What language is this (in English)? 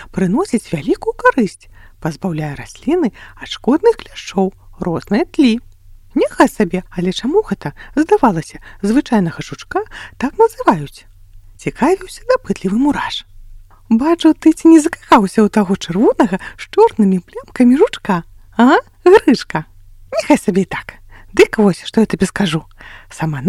Belarusian